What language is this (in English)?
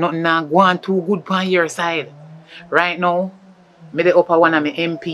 Jamaican Creole English